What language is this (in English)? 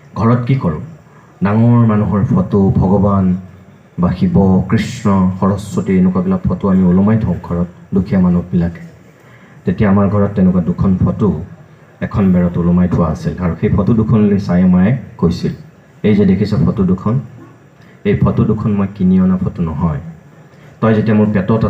Assamese